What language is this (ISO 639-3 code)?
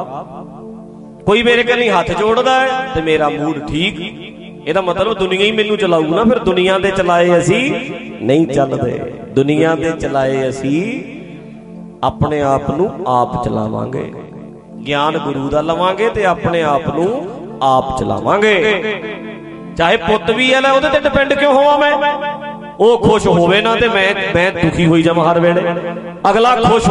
pan